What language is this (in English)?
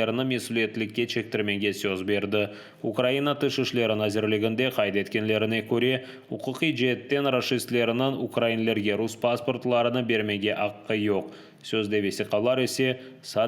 Crimean Tatar